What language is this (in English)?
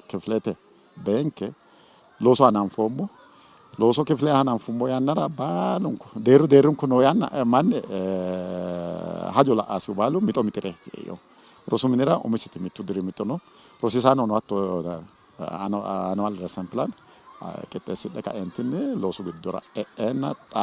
Sidamo